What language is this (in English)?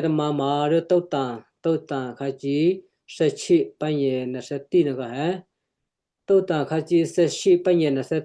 Western Kayah